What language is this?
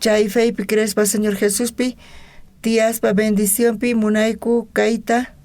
South Bolivian Quechua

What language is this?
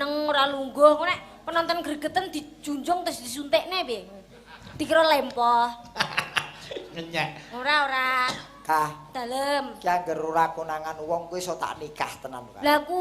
Javanese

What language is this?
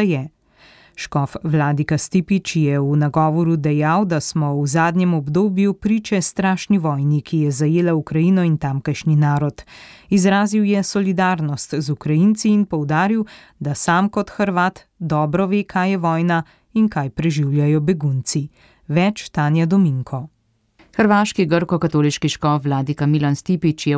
Slovenian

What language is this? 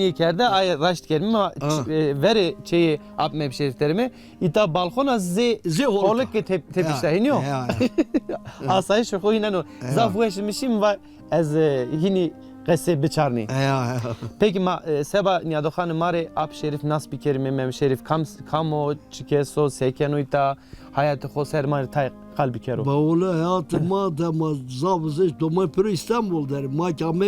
Zaza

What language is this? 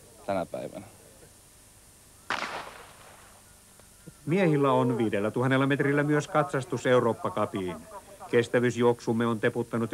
Finnish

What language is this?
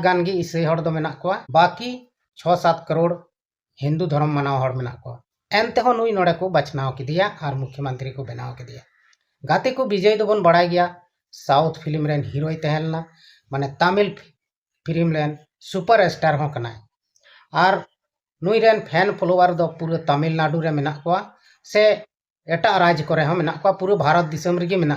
Santali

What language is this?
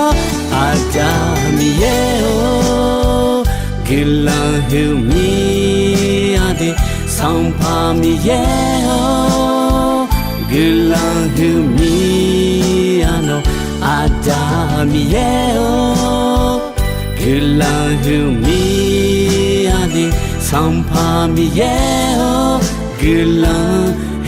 Akha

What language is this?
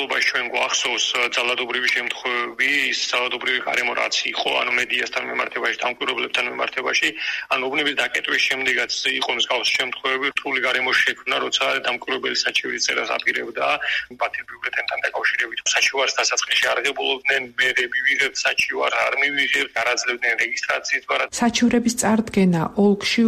Georgian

